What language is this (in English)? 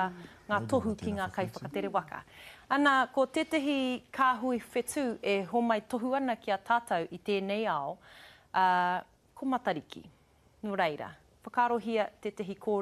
Māori